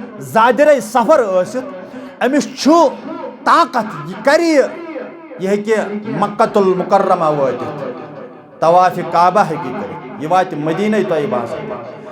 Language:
Kashmiri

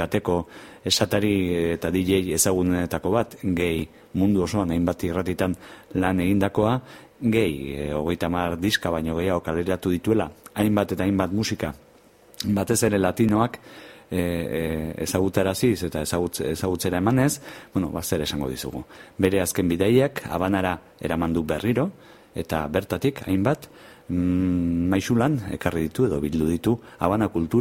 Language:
Basque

